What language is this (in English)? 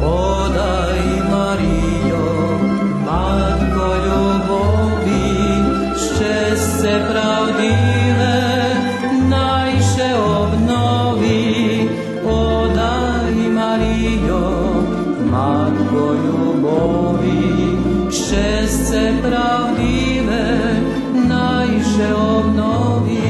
Rusyn